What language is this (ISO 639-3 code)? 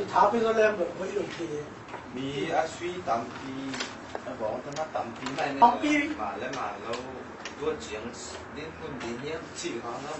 ctd